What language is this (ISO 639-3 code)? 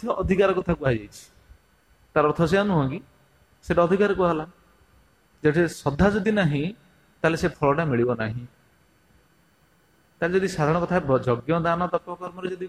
ori